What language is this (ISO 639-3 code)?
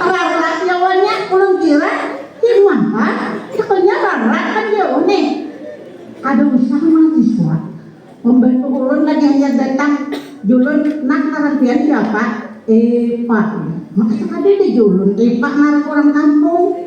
bjn